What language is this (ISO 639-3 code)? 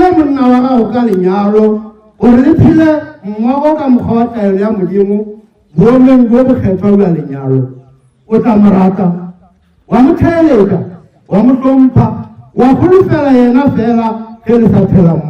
nso